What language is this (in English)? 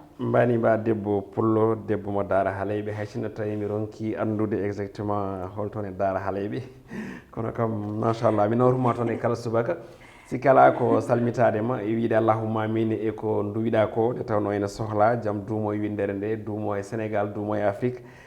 Fula